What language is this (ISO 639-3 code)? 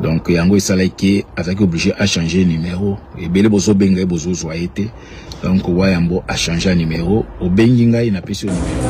lin